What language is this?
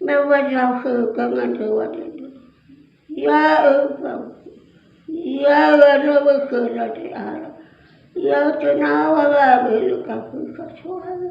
Nias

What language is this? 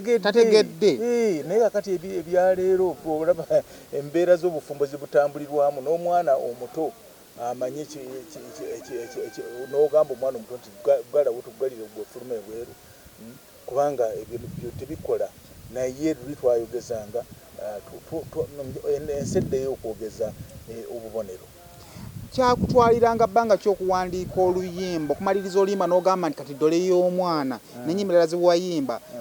Ganda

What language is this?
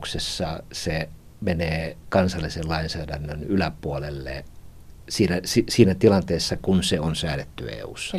Finnish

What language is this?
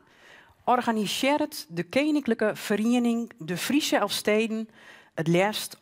Western Frisian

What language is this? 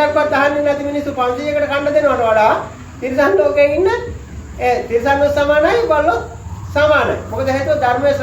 Sinhala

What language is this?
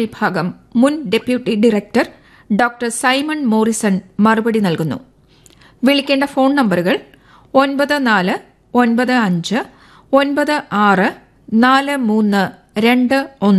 Malayalam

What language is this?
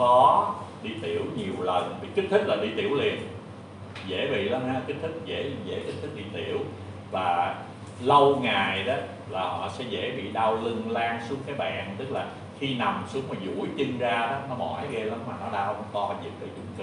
Vietnamese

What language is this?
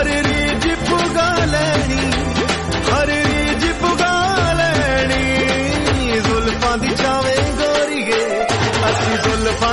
Punjabi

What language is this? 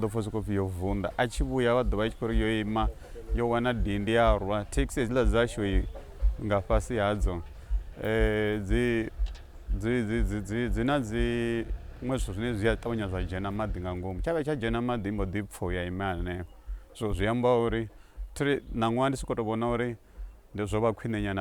Venda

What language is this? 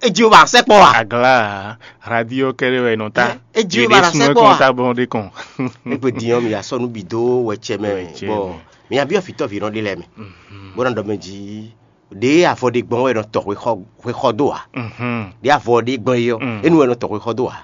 Fon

